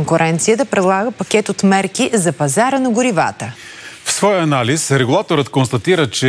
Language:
Bulgarian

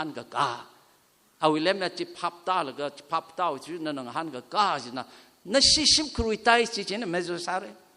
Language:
Tangkhul Naga (India)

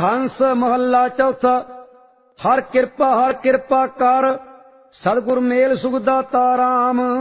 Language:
Punjabi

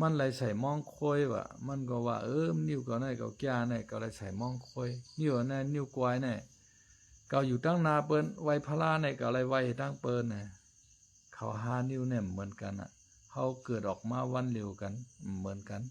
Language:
Shan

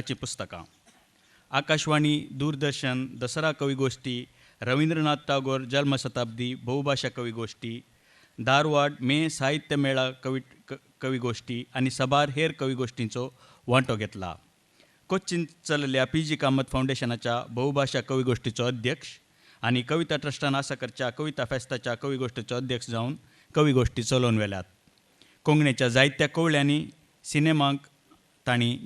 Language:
Konkani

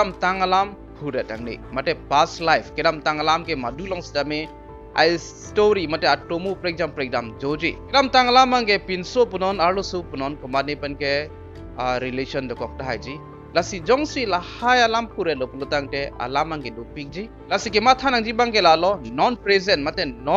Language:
Karbi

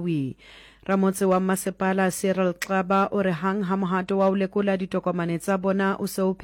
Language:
Southern Sotho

